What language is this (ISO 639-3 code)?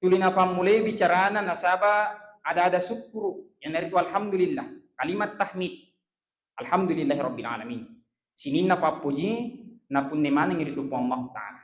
bug